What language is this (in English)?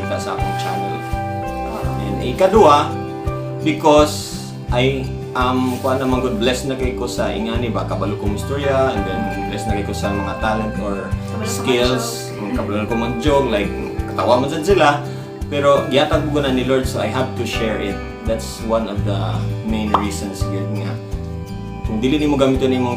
Cebuano